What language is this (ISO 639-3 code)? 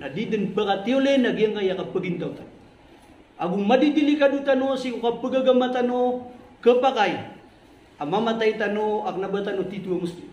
mrw